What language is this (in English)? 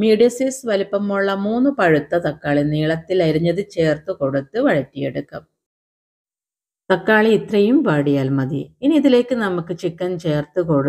Malayalam